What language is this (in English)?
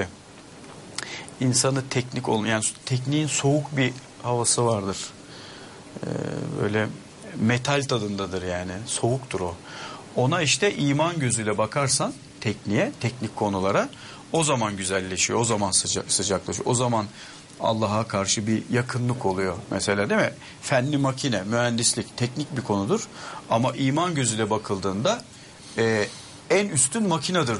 Turkish